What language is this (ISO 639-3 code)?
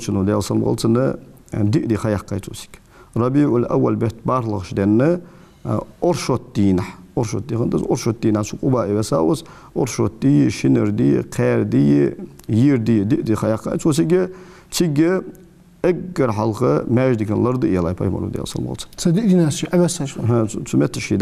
inh